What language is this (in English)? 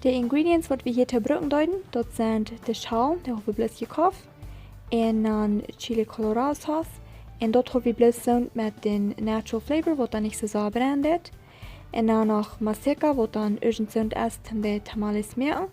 Plautdietsch